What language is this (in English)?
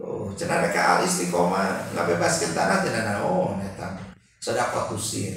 Sundanese